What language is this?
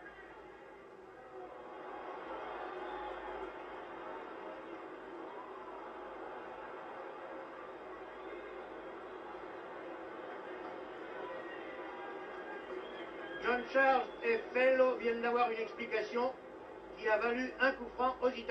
French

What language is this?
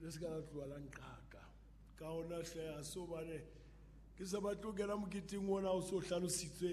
Southern Sotho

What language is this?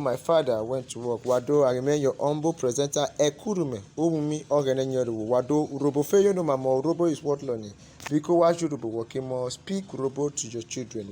Urhobo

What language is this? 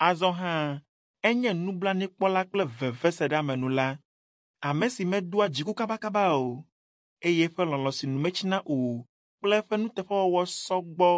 Ewe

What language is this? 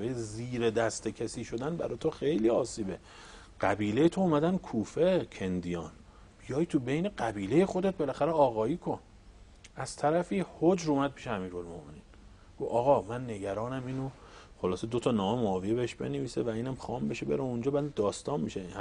Persian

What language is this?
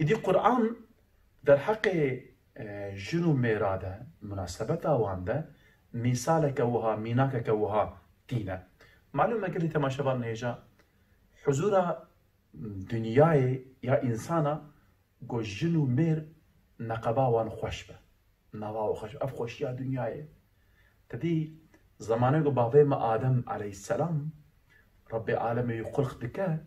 Kurdish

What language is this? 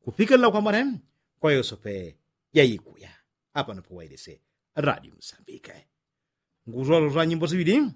Yao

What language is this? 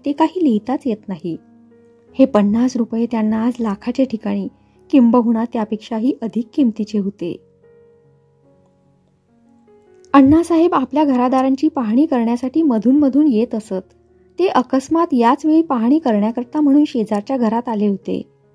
Marathi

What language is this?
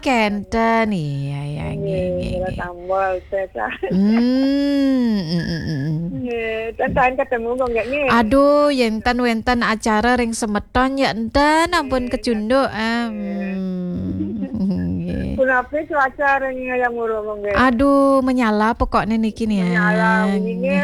Balinese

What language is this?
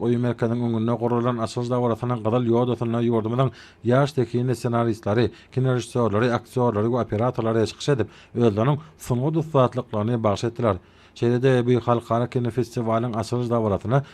Turkmen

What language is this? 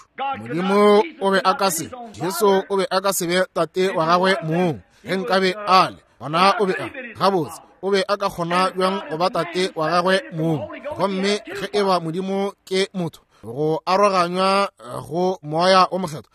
Northern Sotho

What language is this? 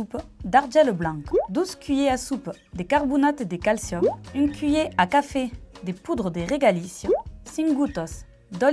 Occitan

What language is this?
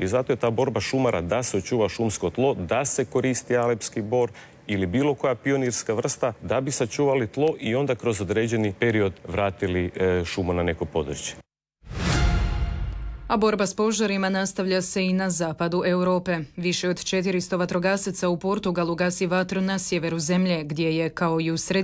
Croatian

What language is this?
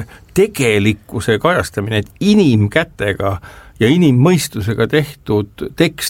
Estonian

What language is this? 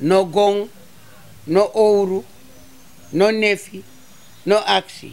Sranan Tongo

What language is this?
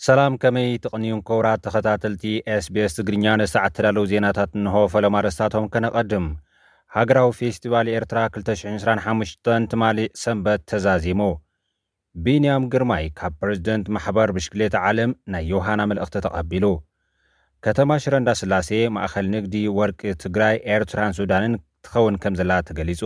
Tigrinya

